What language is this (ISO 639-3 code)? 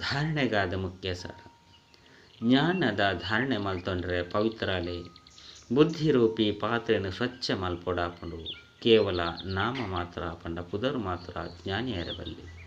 tcy